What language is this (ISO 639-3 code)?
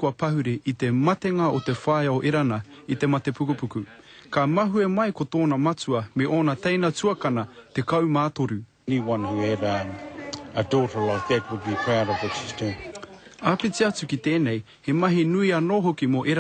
mri